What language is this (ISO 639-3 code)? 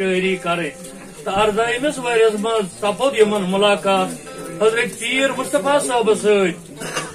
kas